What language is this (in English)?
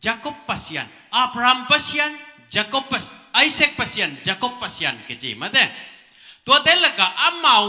Tedim Chin